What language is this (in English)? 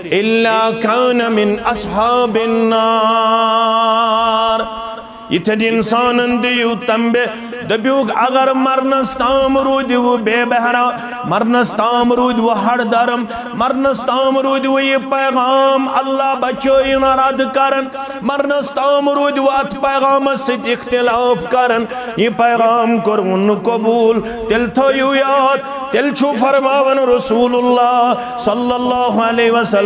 Kashmiri